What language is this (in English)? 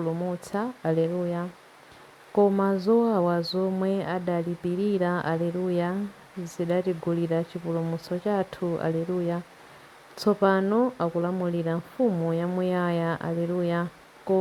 Nyanja